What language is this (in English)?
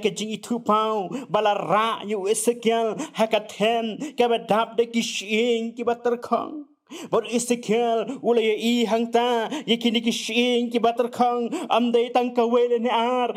Khasi